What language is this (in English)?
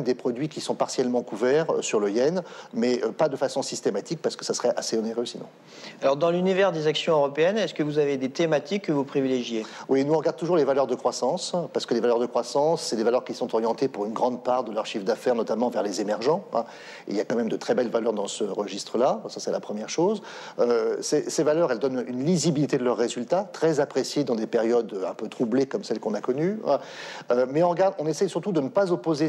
French